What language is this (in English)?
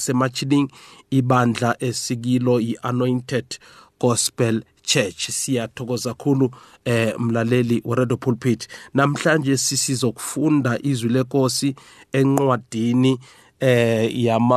South Ndebele